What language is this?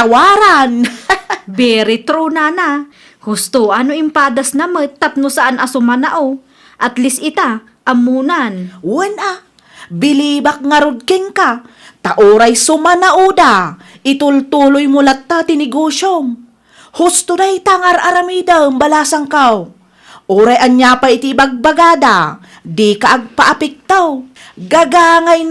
Iloko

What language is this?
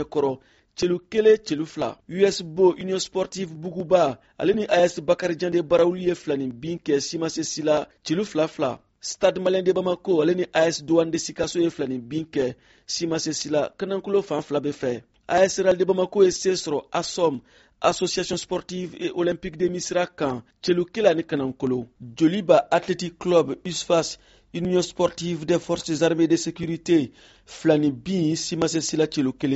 Bambara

